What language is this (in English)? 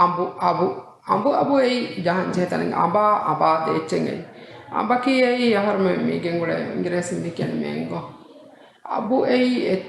Divehi